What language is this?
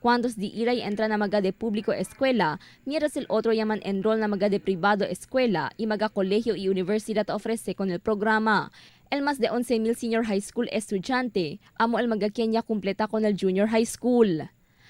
Chavacano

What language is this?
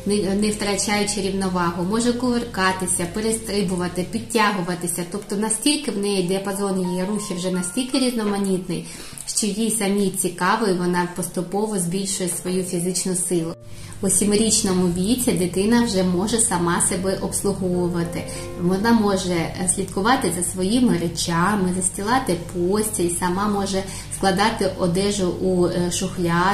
Ukrainian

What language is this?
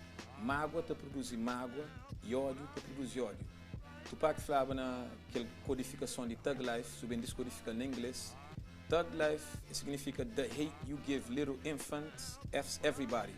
Kabuverdianu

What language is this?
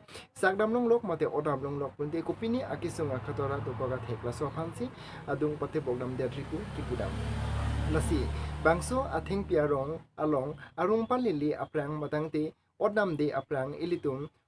Karbi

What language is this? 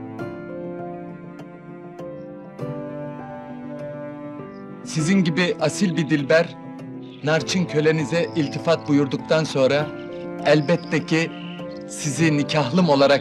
Turkish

